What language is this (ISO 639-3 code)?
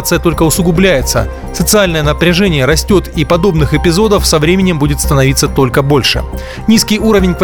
rus